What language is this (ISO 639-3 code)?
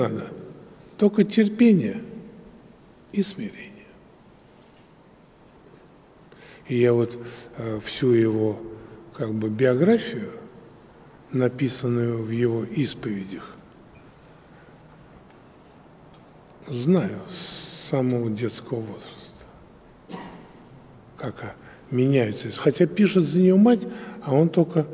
rus